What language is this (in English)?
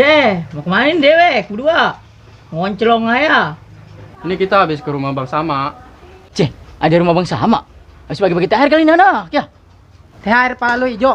Betawi